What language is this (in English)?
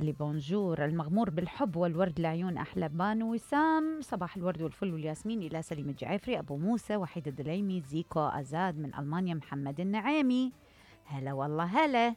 Mesopotamian Arabic